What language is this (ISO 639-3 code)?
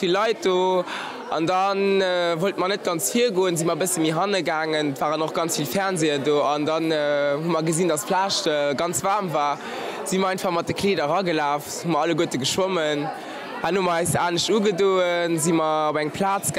ltz